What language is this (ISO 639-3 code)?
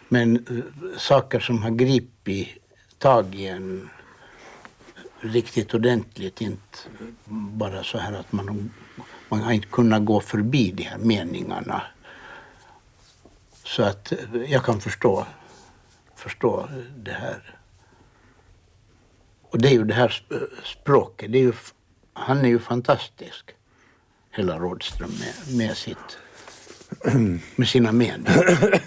swe